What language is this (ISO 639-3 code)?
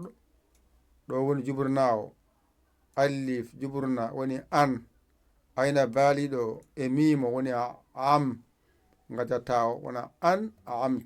ful